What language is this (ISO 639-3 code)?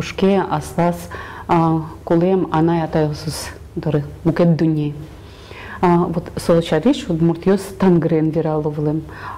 udm